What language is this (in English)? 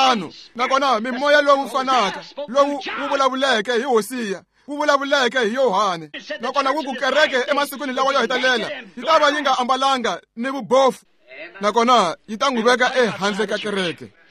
Tsonga